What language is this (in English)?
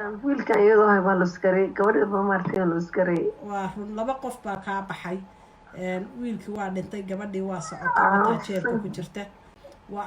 Somali